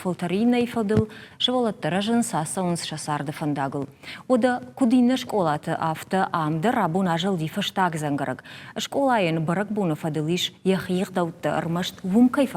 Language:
Ossetic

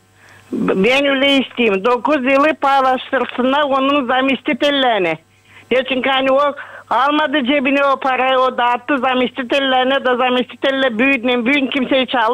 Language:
Gagauz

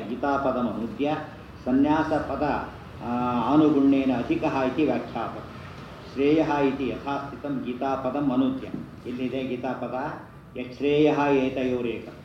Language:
Kannada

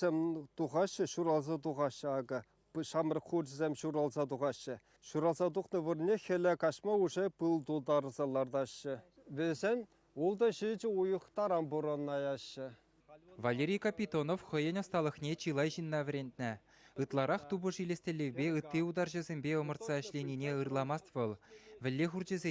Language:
Chuvash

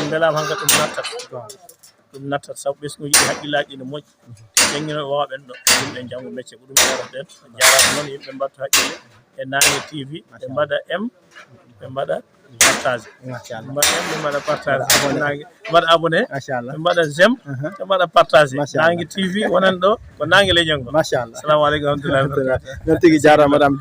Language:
Fula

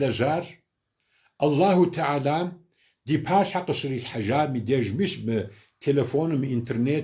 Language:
Kabardian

